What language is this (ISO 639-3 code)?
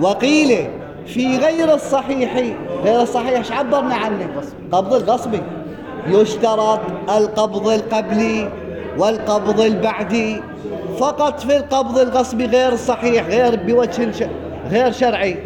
acm